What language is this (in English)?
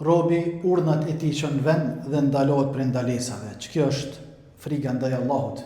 Albanian